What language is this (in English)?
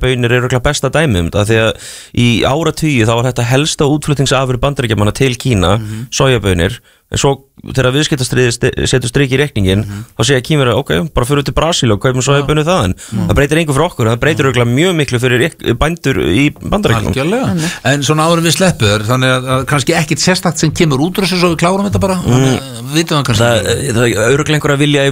Icelandic